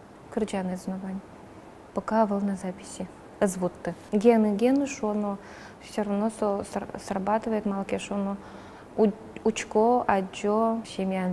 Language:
Udmurt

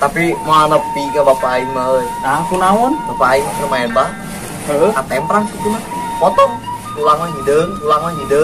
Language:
Sundanese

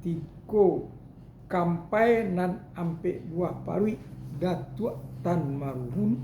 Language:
Minangkabau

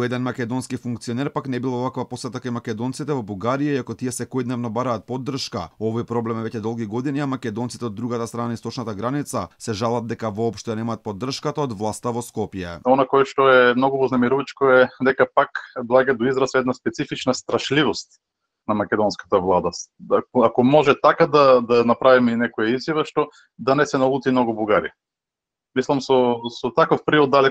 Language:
Macedonian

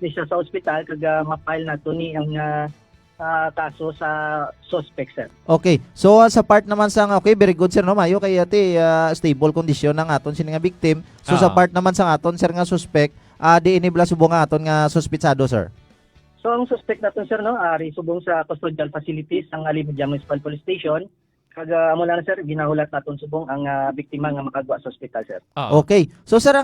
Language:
Hiligaynon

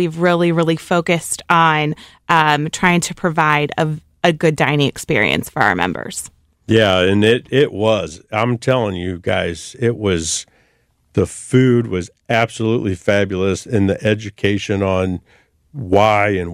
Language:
English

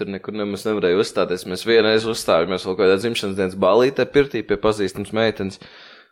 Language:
Latvian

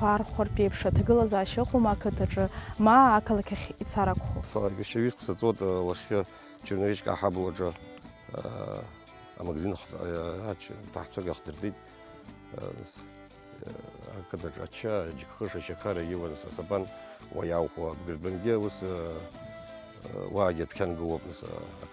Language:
Abkhazian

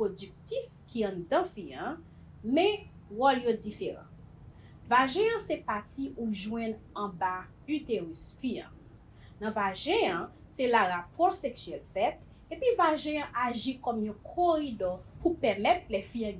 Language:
Haitian Creole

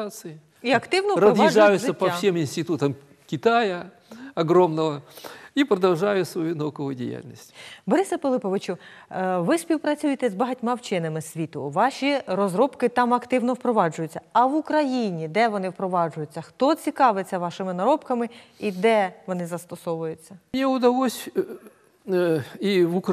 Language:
Ukrainian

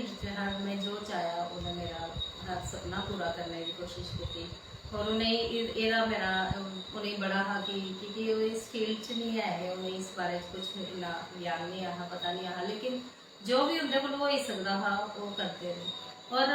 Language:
Dogri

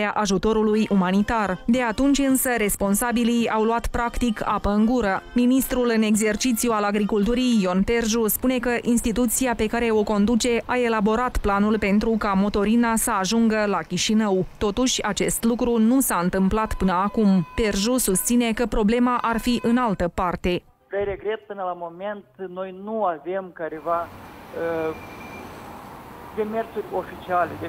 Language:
Romanian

